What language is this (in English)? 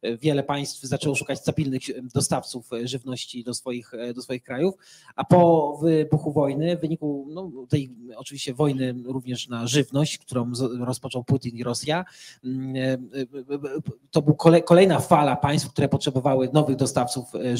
Polish